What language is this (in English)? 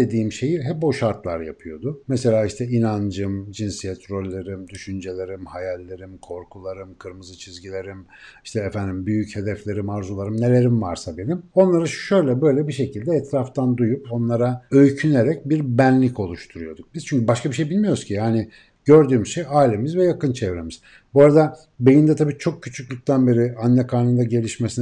Turkish